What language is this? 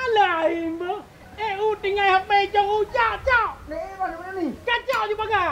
Achinese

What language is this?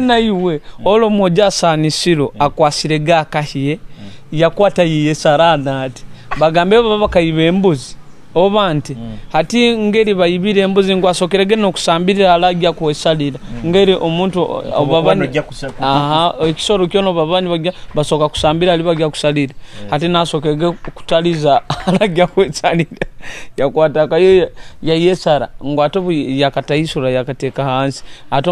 Nyoro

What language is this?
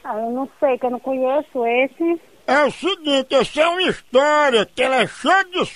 Portuguese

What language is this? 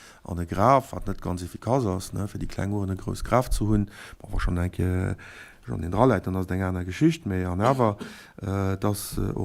Luxembourgish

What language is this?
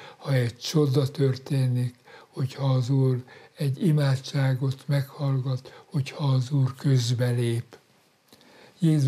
Hungarian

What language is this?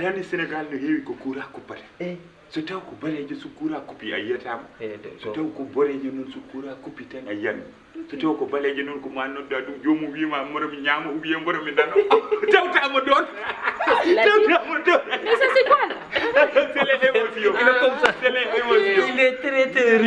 Fula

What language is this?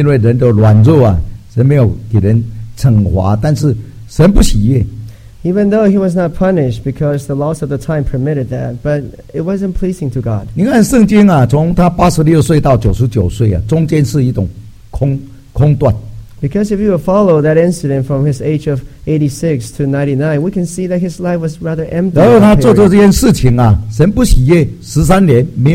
Chinese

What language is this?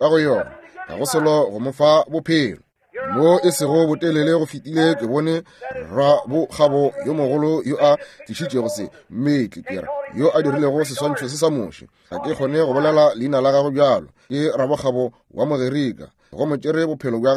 Northern Sotho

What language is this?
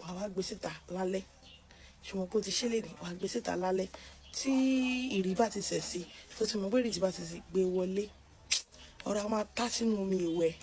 Yoruba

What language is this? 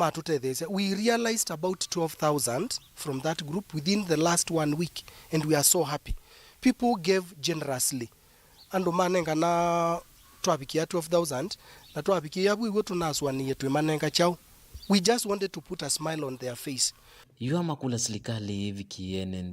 Kamba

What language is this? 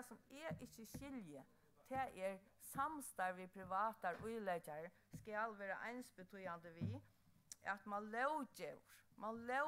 Faroese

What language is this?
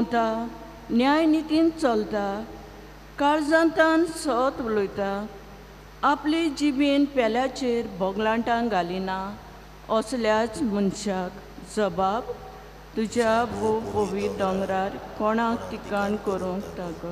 Konkani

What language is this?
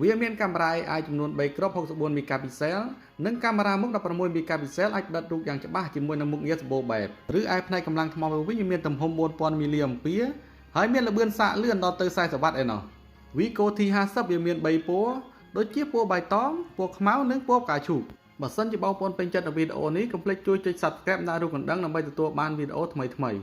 Khmer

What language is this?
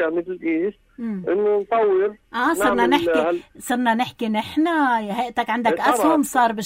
North Levantine Arabic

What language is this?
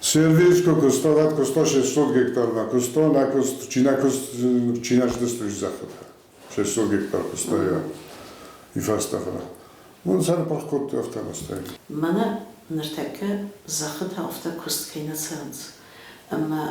Ossetic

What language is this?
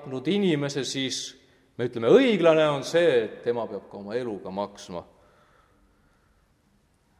Estonian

